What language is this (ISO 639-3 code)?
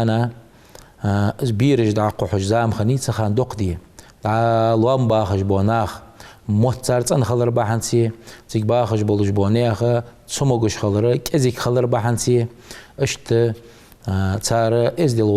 inh